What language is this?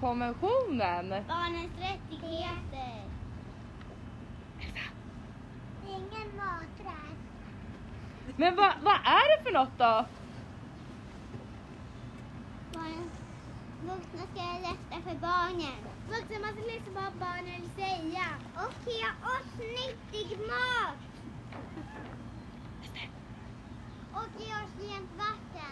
Swedish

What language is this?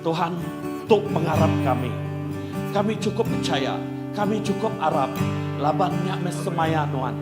Iban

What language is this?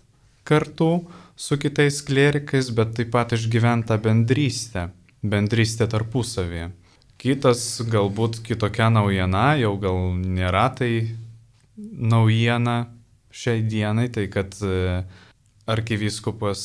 Lithuanian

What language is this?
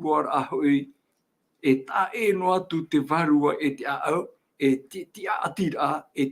Tahitian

